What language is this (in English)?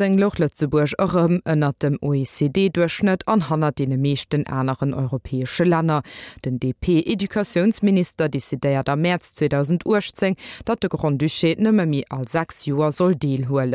Luxembourgish